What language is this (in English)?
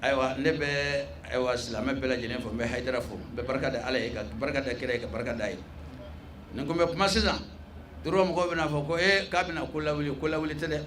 Bambara